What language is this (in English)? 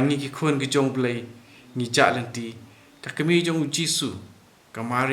Khasi